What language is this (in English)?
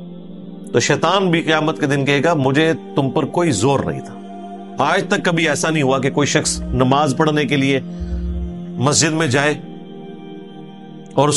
Urdu